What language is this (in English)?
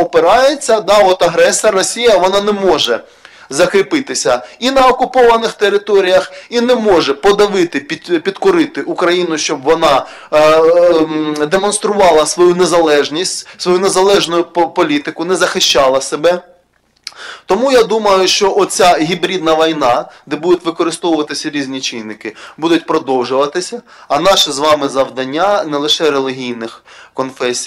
Ukrainian